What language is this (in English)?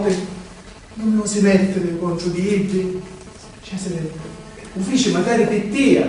Sicilian